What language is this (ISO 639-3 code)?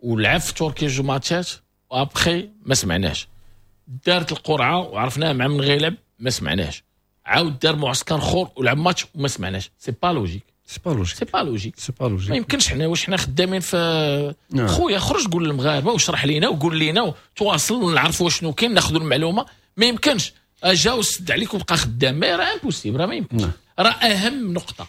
ary